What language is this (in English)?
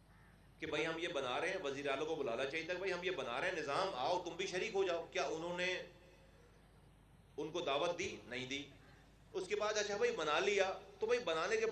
Urdu